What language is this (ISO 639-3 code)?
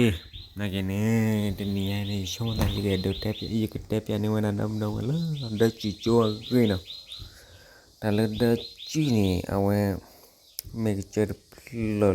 ksw